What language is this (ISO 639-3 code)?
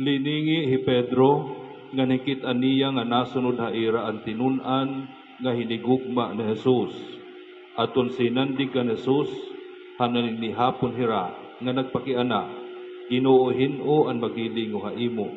war